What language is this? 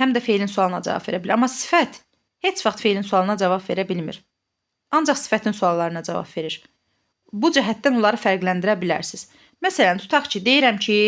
Azerbaijani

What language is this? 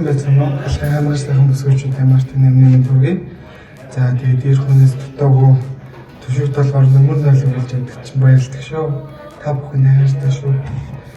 Mongolian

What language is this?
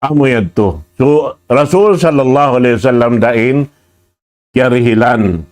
Tausug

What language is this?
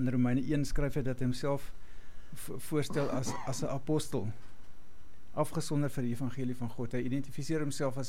Afrikaans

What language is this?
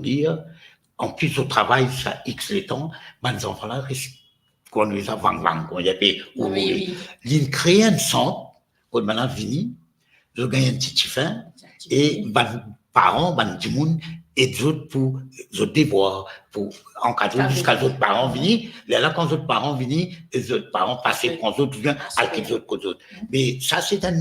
Morisyen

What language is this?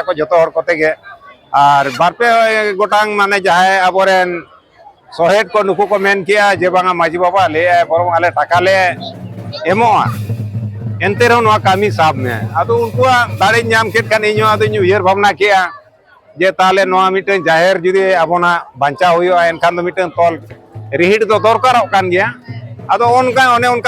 Santali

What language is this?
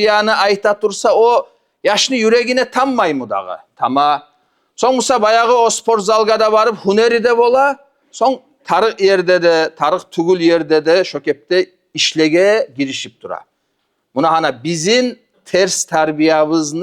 Kumyk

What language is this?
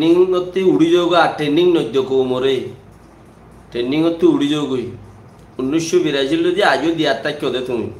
Rohingya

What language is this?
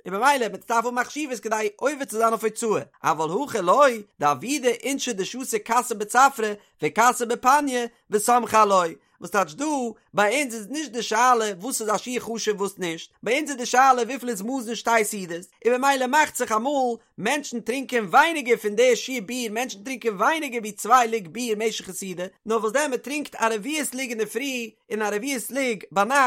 Yiddish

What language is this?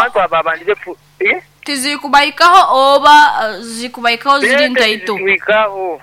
Nyoro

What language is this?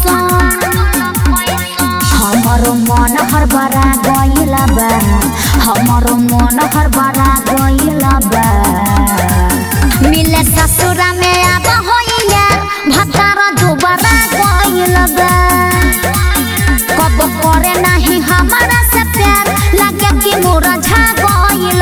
Bhojpuri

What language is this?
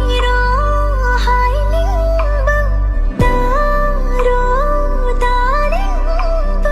Manipuri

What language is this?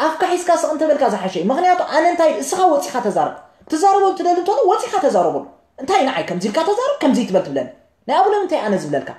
Tigrinya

